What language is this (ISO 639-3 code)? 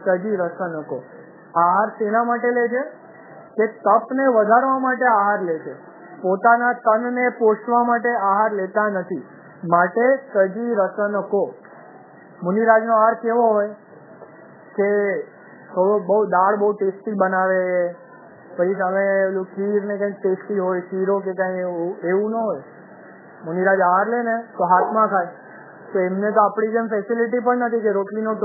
guj